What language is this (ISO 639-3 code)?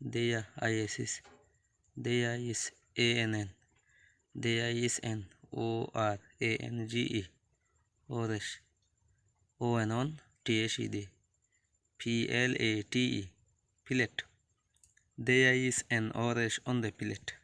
rhg